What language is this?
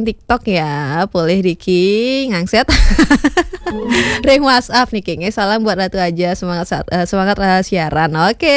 Balinese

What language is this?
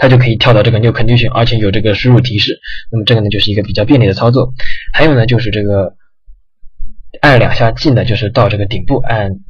Chinese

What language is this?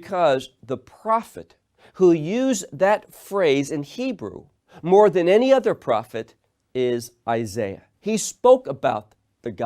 English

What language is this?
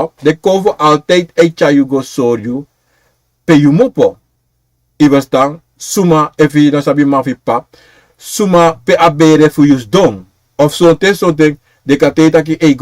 Sranan Tongo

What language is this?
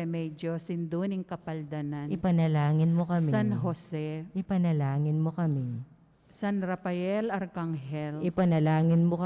Pampanga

